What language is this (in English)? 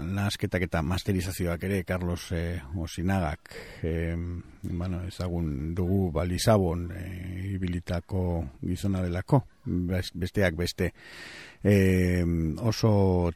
Basque